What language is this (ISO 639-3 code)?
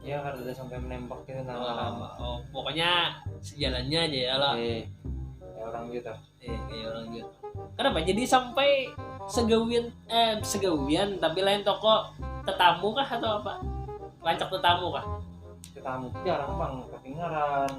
bjn